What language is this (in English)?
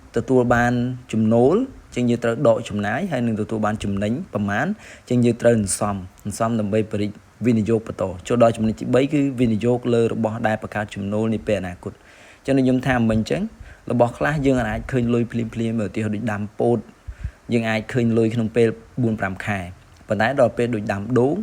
Khmer